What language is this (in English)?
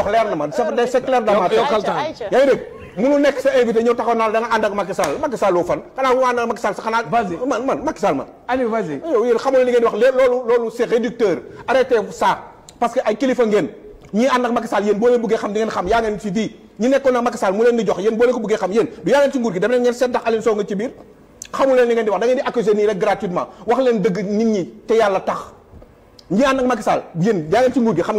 Wolof